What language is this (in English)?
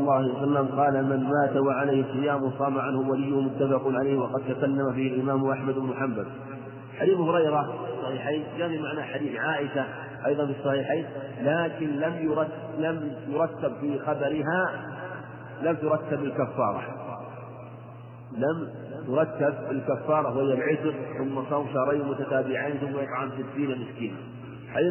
Arabic